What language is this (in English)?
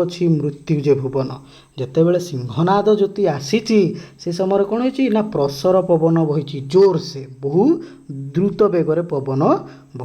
Odia